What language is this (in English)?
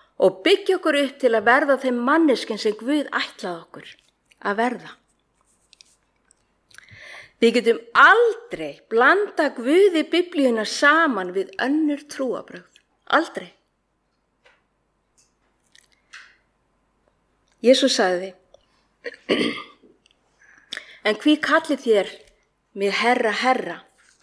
Icelandic